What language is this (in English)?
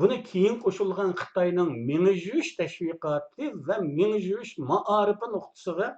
Uyghur